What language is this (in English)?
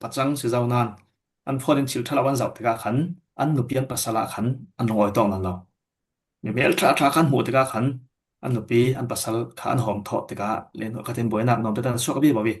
Falam Chin